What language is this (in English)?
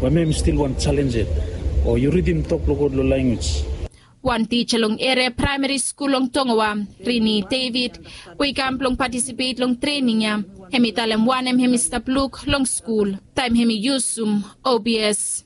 Bislama